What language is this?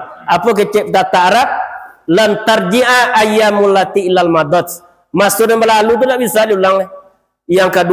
Minangkabau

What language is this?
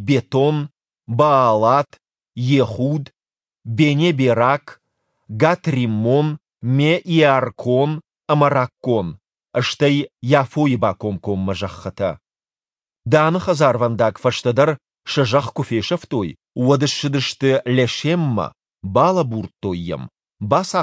Ossetic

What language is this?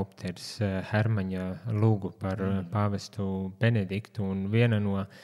Latvian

